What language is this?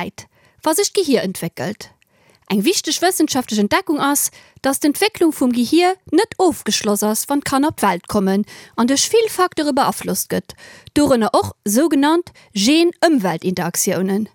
Luxembourgish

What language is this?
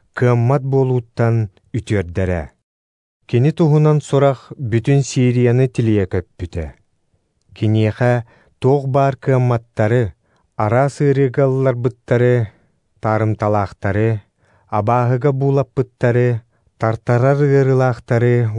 Yakut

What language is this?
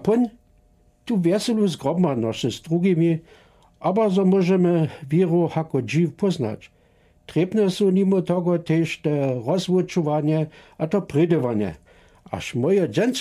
Lower Sorbian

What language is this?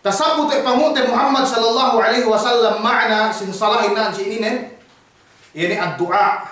Yakan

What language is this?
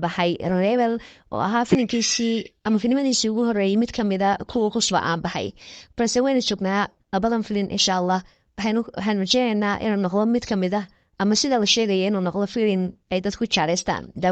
Somali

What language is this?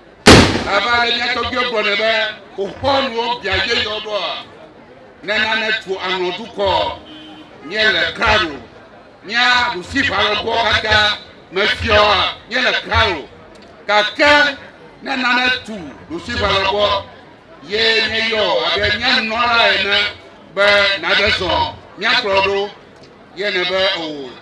Ewe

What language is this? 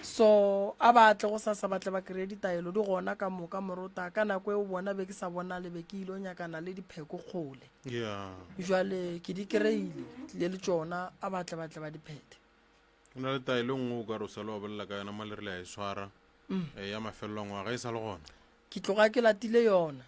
Northern Sotho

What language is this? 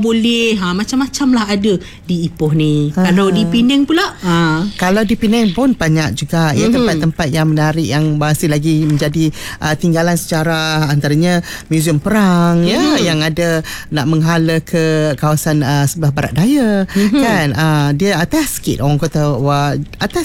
Malay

